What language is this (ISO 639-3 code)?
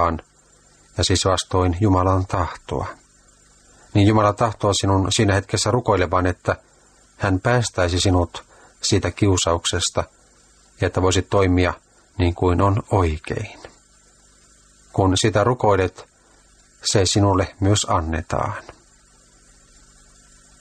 fin